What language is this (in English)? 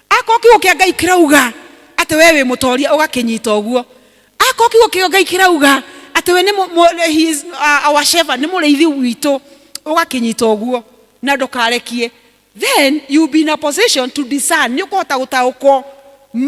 Kikuyu